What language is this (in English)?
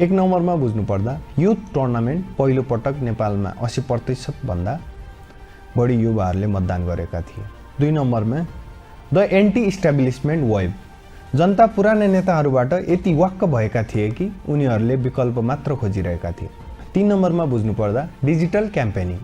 Nepali